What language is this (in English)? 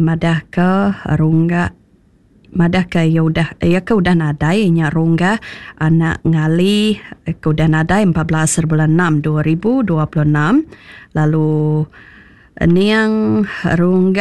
Iban